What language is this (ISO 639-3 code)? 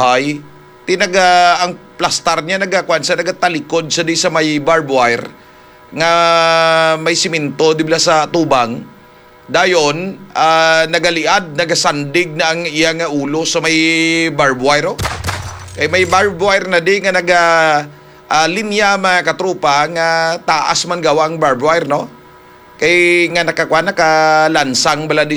hil